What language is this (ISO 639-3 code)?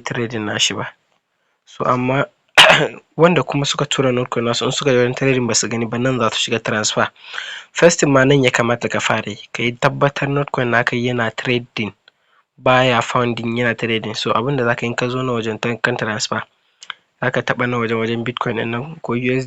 hau